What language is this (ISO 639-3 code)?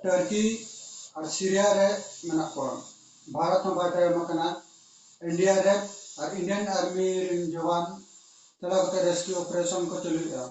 sat